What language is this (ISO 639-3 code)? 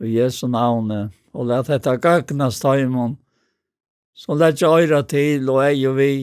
fao